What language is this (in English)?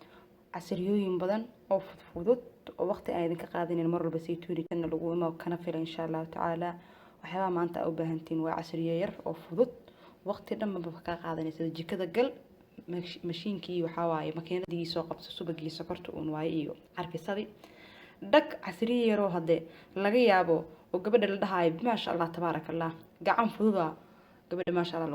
Somali